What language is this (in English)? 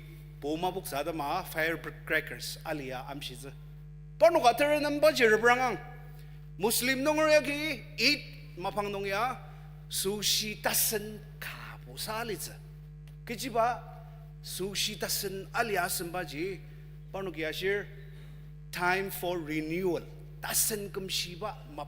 Ao Naga